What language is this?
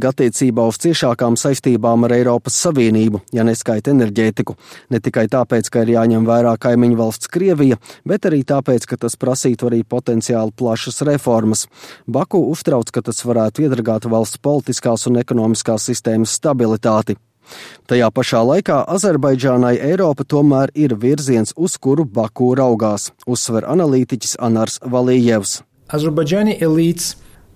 Latvian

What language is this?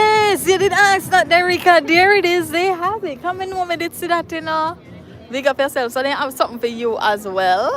Jamaican Creole English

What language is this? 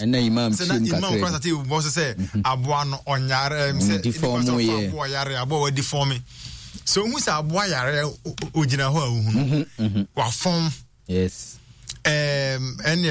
Akan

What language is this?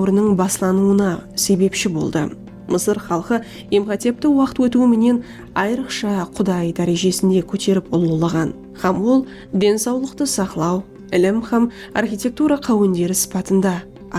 Kara-Kalpak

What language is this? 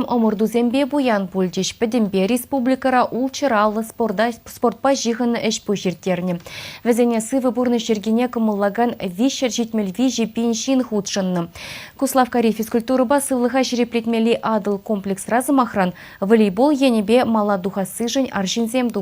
Chuvash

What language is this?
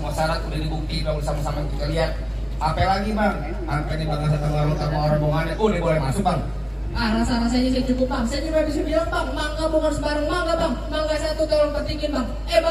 Betawi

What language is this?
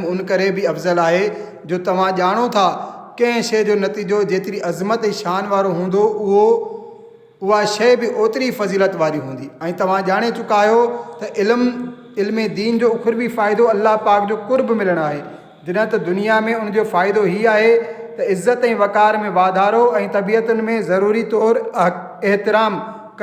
Sindhi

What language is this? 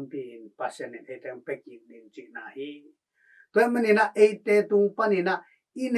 Tedim Chin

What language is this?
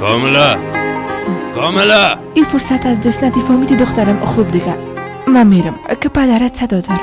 Persian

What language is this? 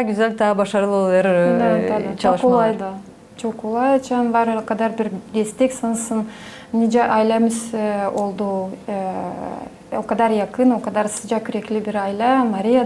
Gagauz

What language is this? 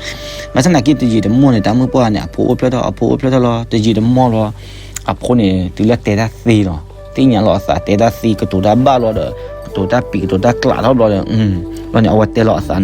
S'gaw Karen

